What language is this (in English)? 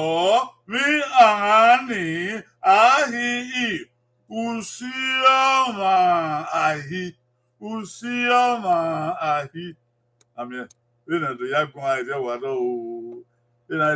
Bini